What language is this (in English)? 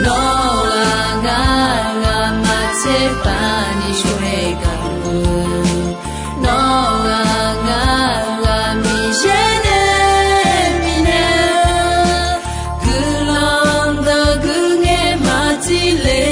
Akha